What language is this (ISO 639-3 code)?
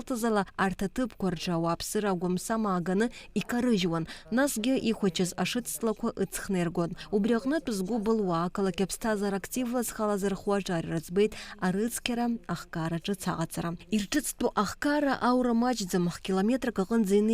abk